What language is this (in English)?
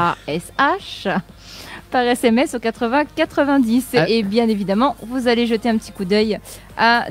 French